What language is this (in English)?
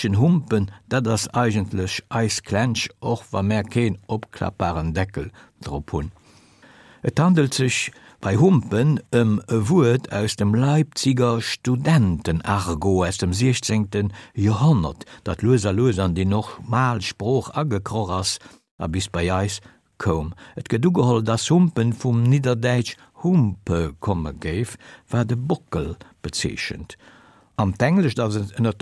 Luxembourgish